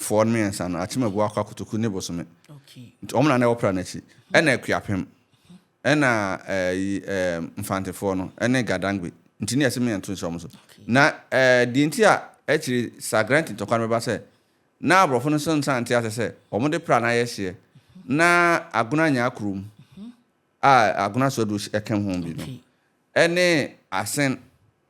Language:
Akan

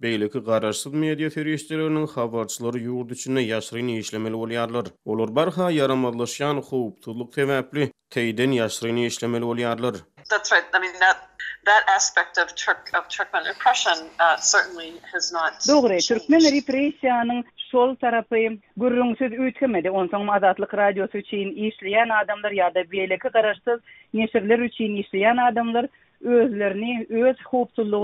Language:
Turkmen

